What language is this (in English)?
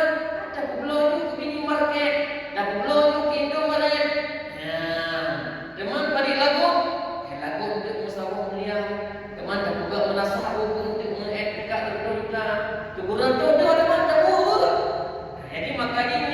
Achinese